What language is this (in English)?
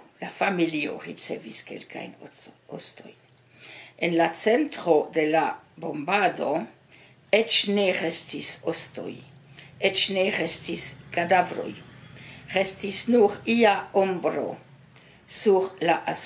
Esperanto